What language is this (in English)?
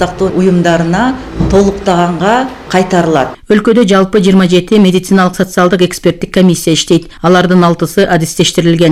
Kyrgyz